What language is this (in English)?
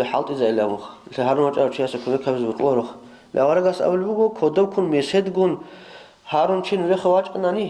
Avaric